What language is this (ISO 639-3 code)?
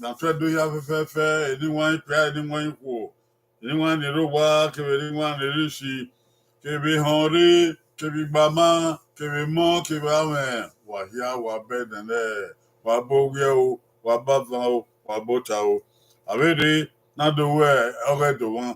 bin